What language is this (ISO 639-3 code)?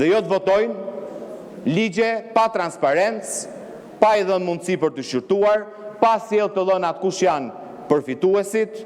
sqi